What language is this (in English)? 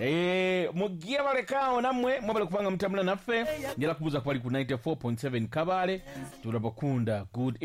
Ganda